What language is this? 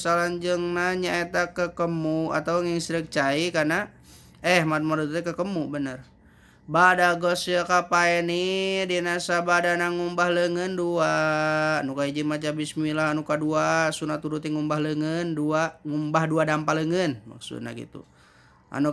Sundanese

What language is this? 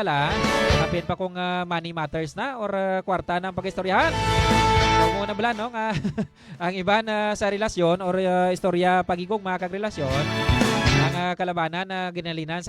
Hiligaynon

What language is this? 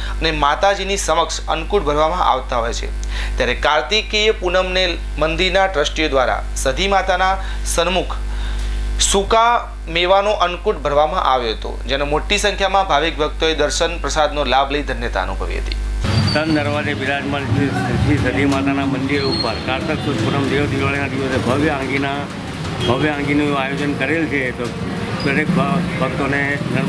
Gujarati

